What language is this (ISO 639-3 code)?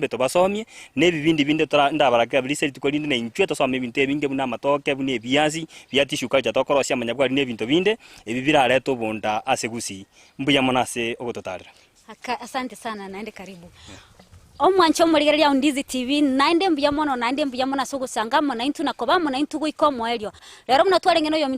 guz